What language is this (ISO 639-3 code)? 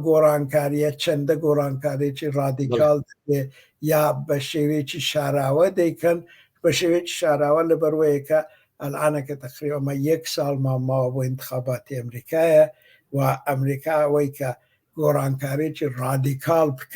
ckb